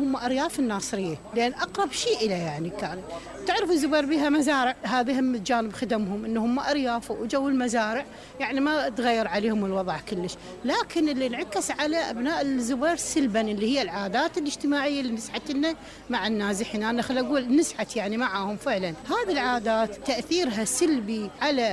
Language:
Mesopotamian Arabic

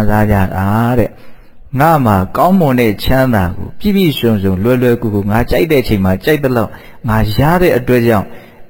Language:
Burmese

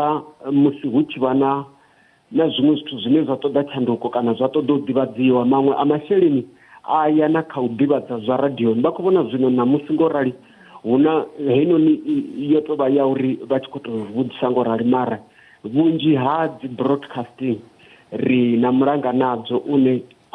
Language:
Venda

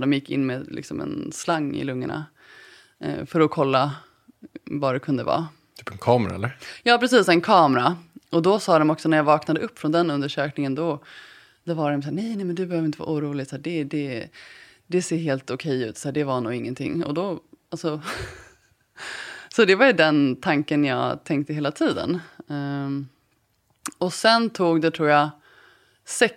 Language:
Swedish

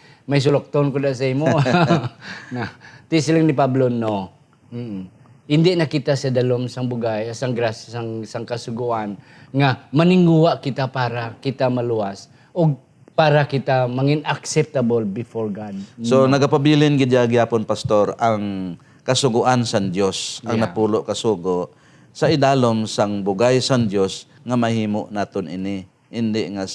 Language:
Hiligaynon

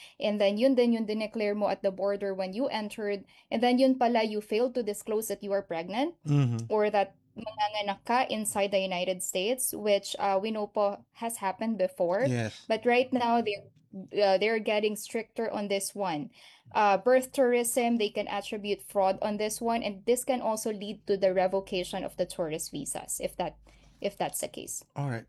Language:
Filipino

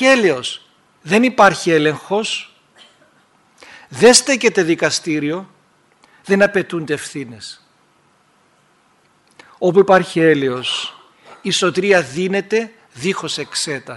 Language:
Greek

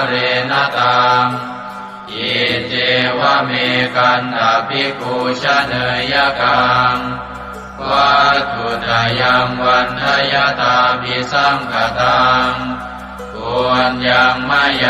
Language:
Pali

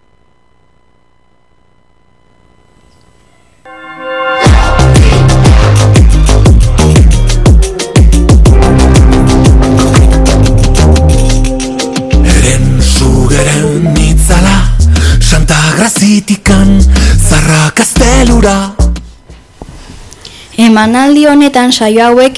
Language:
Basque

